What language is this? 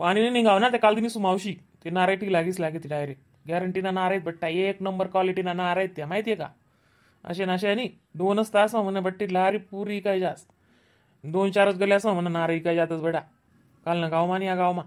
Khandesi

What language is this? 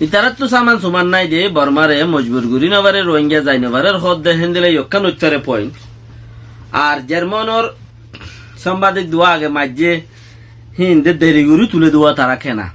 Rohingya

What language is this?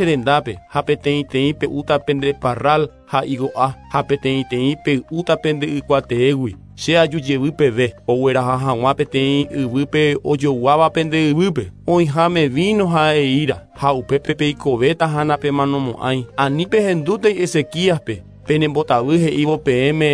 Guarani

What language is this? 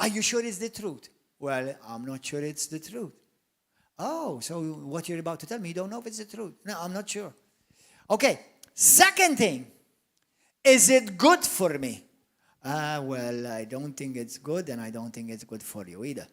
English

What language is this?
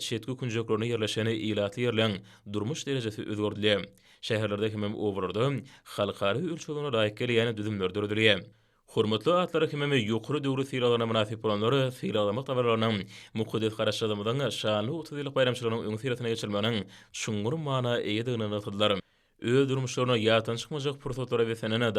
Turkmen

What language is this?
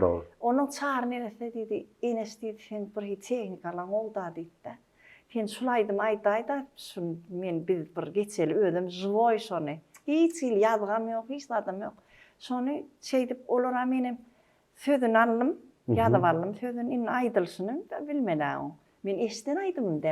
Turkmen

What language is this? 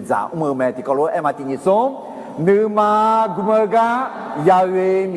Akha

